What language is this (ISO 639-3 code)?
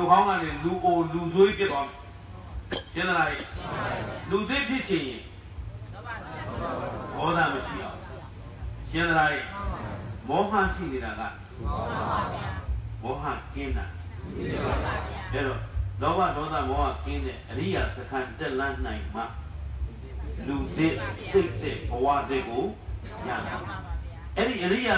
mya